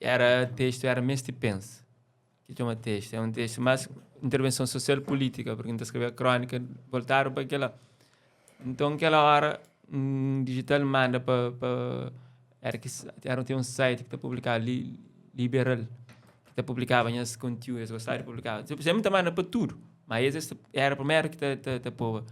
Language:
Kabuverdianu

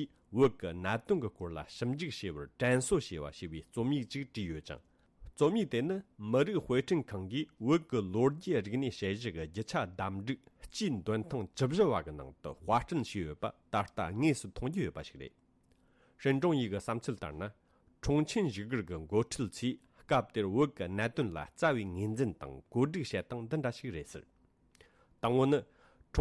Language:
Tibetan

